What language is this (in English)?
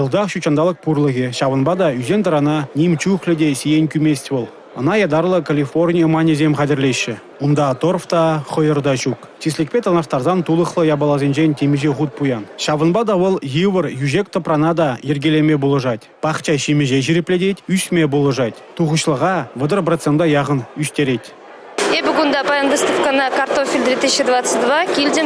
Chuvash